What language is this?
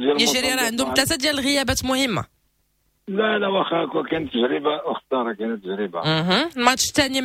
Moroccan Arabic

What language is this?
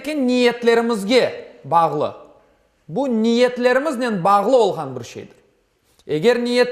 Crimean Tatar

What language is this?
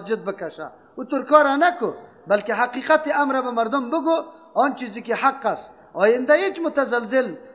Persian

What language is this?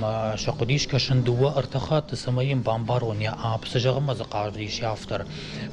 Ossetic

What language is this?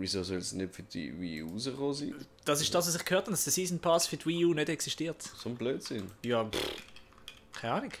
Swiss German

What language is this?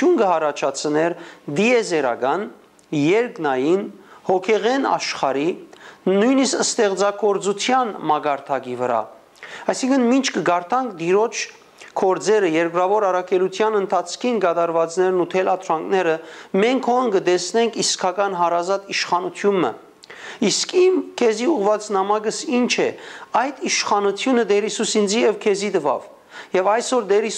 Western Armenian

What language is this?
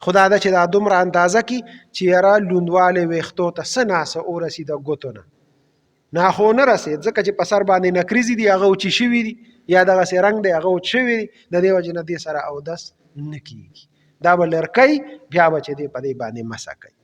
Pashto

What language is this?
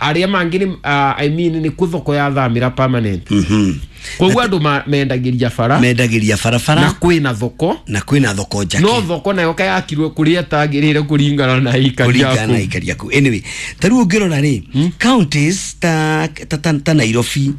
Kikuyu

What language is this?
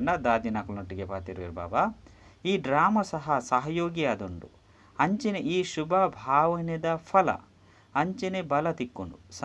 Tulu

